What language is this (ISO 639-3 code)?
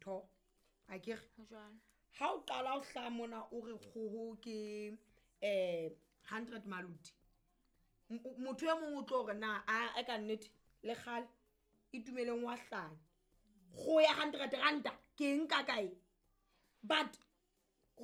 sot